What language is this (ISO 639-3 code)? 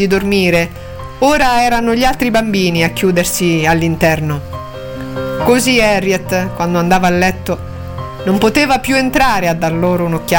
ita